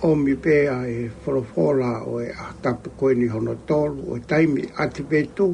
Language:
Tongan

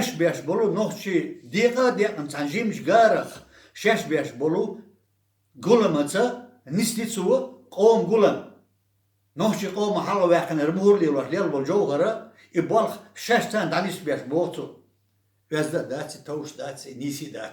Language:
Chechen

